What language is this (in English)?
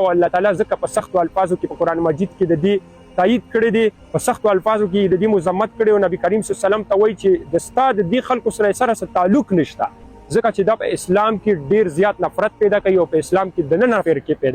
Pashto